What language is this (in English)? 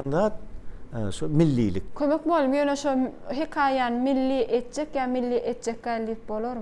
Turkmen